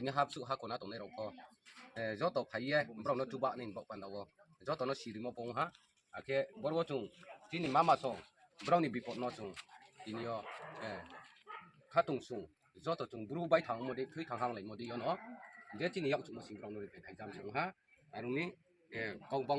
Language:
Riang (India)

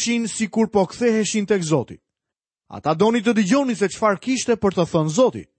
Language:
Albanian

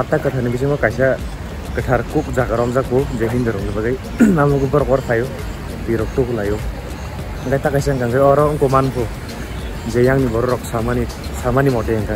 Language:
Kok Borok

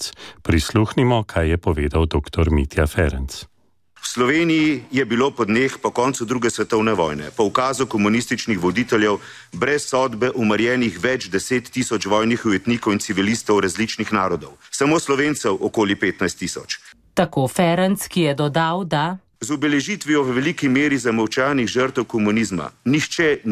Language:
Slovenian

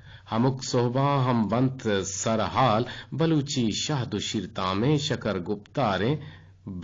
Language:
Eastern Balochi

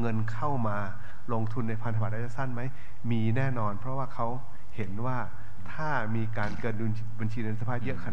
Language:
Thai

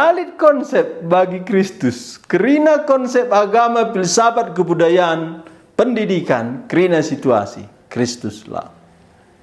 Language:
Batak Karo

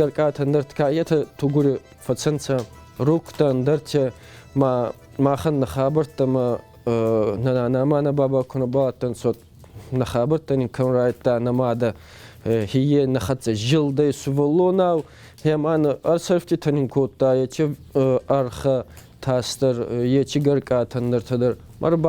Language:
Ossetic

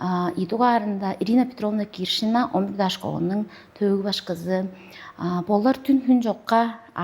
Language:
Tuvinian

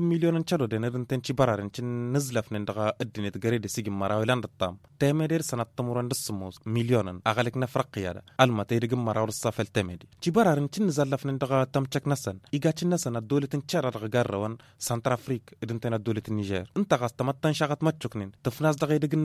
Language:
Tamasheq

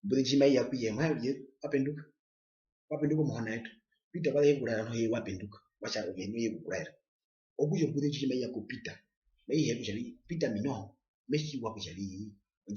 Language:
Herero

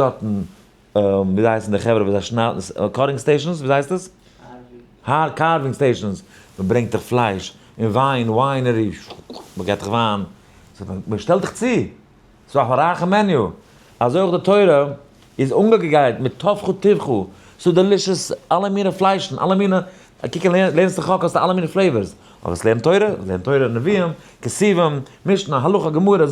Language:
Yiddish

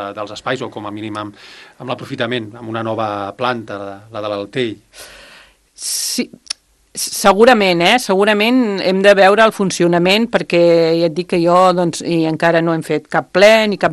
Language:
Catalan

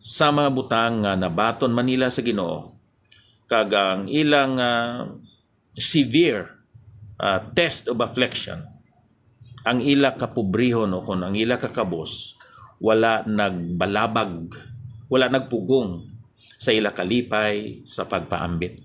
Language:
Hiligaynon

